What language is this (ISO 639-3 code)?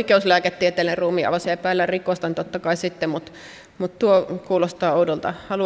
fin